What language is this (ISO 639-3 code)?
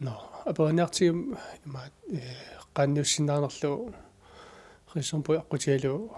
kal